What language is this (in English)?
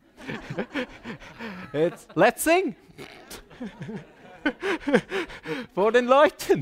German